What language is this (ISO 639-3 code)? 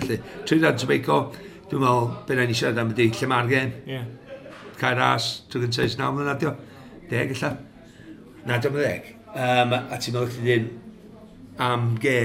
cym